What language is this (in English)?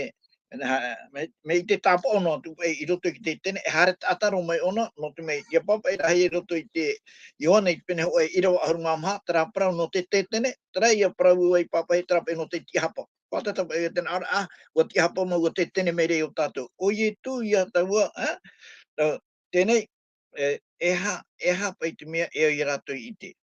Tahitian